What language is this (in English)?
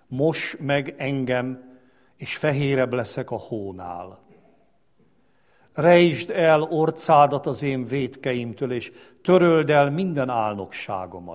Hungarian